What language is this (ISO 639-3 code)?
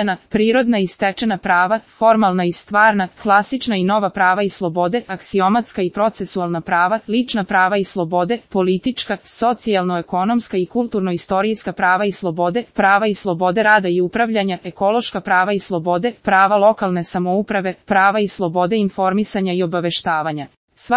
srp